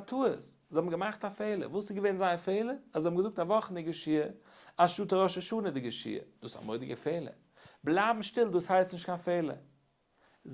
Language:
Yiddish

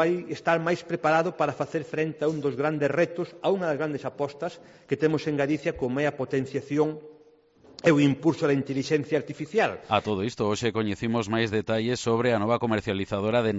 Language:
Galician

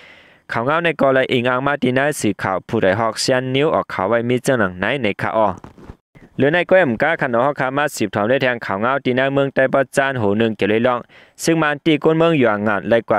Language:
Shan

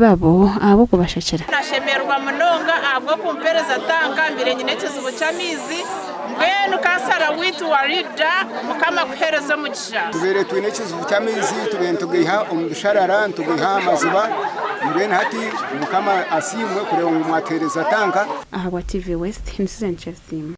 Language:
Nyankole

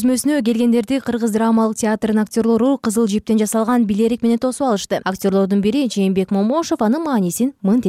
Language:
Kyrgyz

